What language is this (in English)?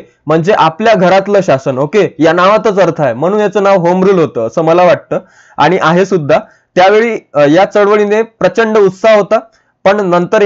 Marathi